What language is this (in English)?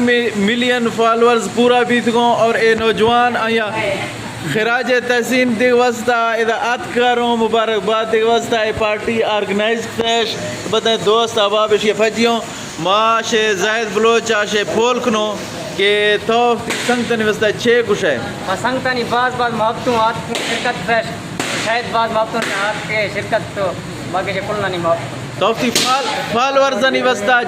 Eastern Balochi